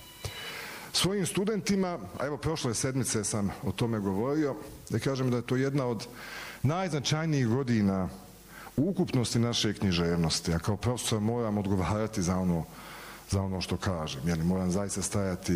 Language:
Bosnian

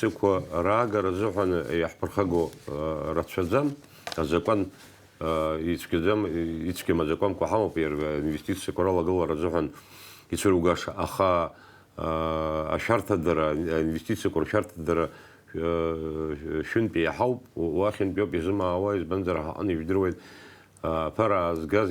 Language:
Abkhazian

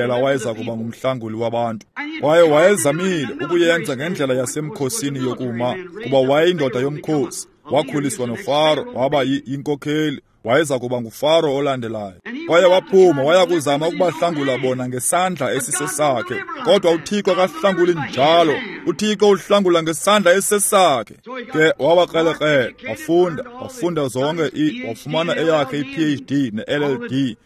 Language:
Xhosa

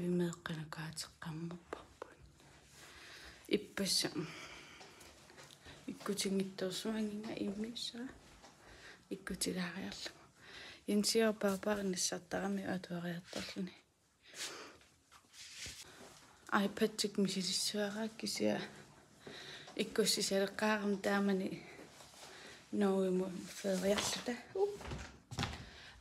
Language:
Kalaallisut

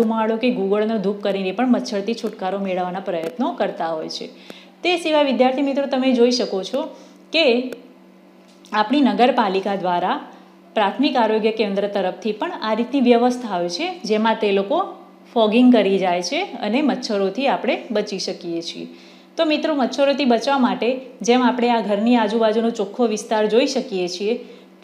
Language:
Gujarati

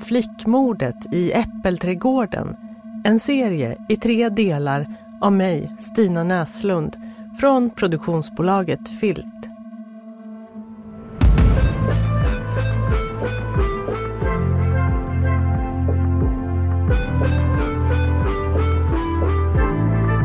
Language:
Swedish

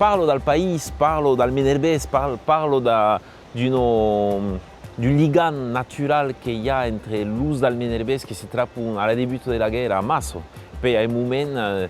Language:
Occitan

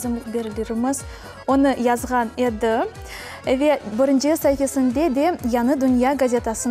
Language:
Crimean Tatar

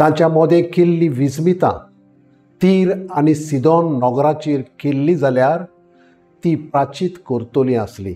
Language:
Konkani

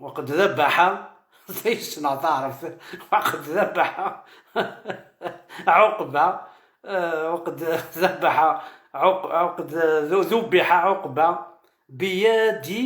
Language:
Kabyle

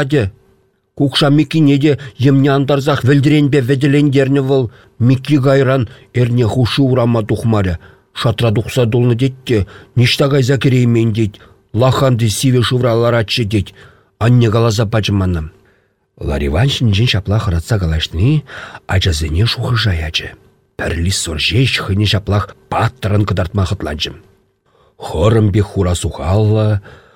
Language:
Chuvash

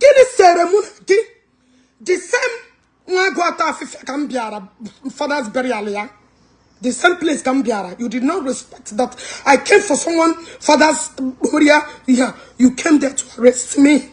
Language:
Igbo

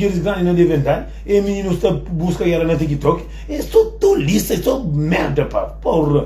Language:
Kabuverdianu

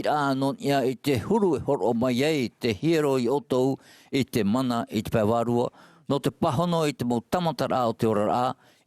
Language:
Tahitian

